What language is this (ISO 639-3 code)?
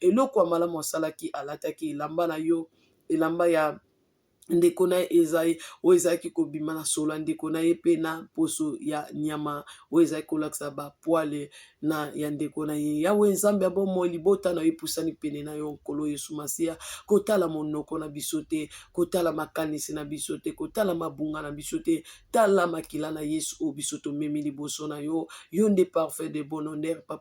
lin